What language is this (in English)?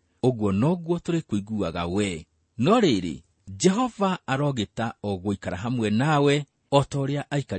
Kikuyu